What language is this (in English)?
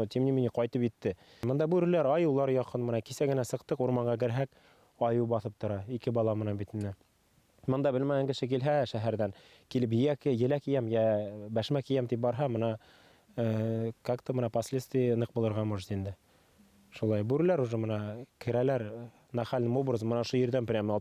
Bashkir